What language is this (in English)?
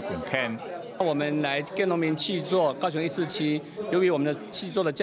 Hakka Chinese